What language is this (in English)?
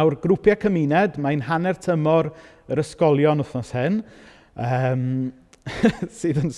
Welsh